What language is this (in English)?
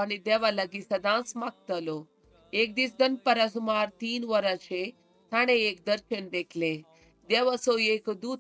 Konkani